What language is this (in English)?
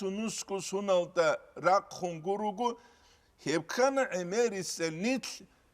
Avaric